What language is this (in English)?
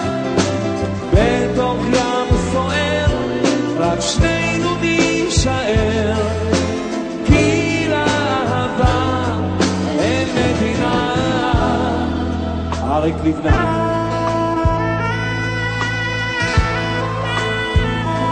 Hebrew